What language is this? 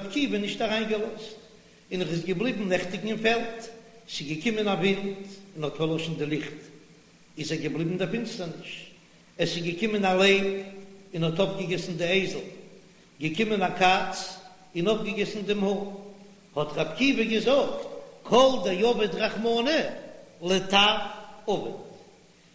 Yiddish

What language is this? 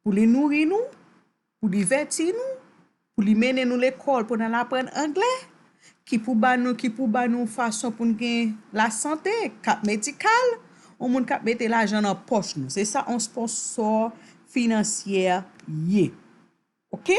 Haitian Creole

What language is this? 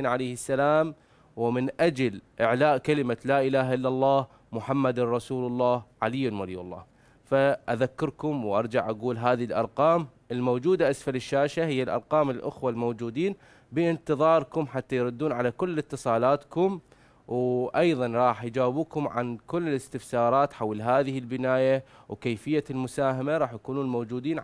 Mesopotamian Arabic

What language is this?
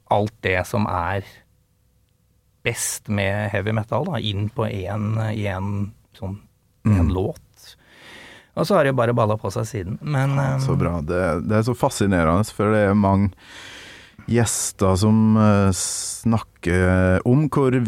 Norwegian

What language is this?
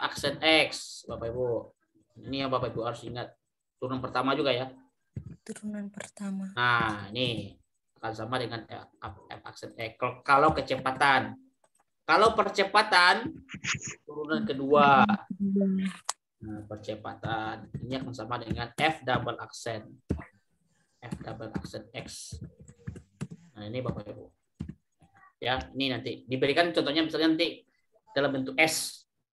Indonesian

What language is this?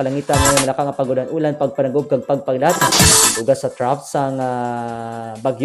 Hiligaynon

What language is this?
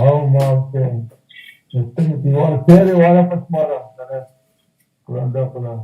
Baluchi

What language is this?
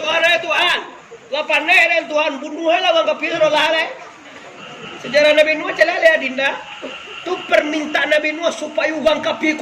Minangkabau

